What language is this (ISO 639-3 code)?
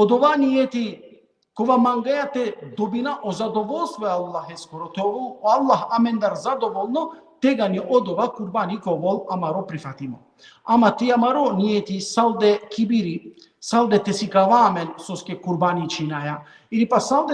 rmn